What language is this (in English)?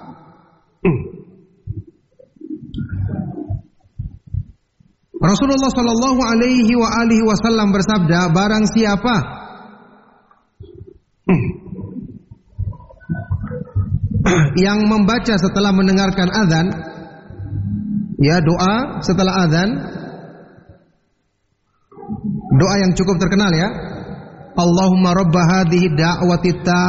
Indonesian